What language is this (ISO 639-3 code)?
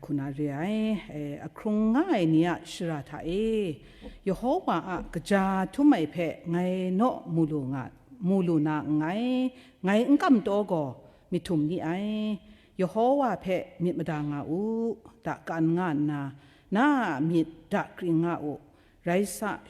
kac